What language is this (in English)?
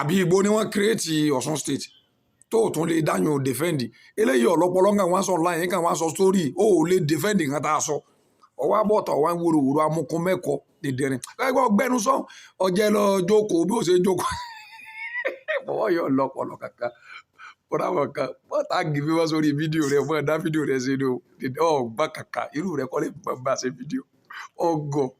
Yoruba